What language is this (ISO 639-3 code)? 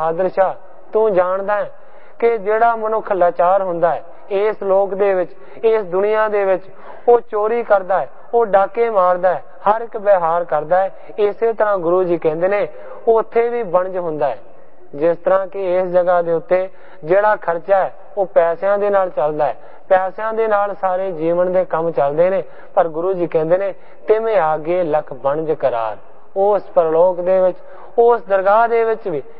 pan